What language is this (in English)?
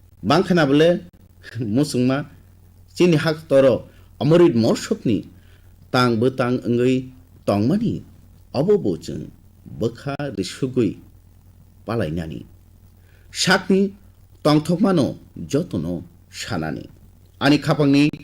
Kok Borok